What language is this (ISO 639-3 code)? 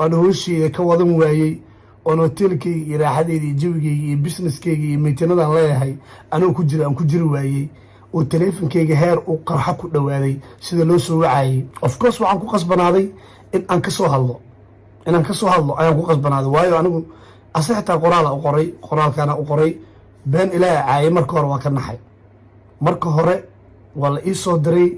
som